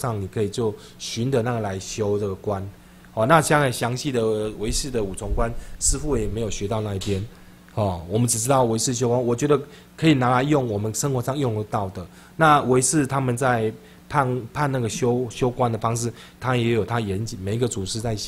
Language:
Chinese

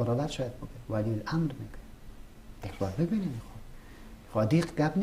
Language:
Persian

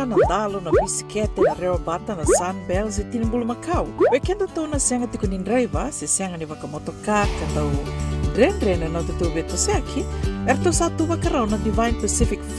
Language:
Fijian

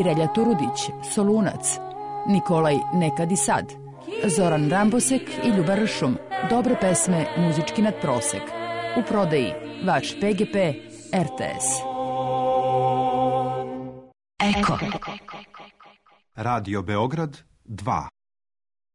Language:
Serbian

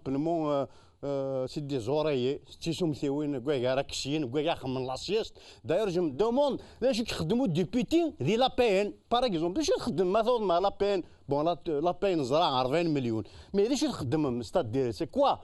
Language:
Kabyle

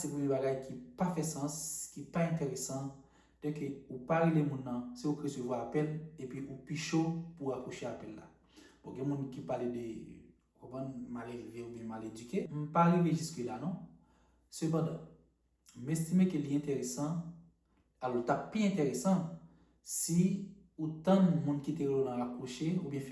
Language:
Haitian Creole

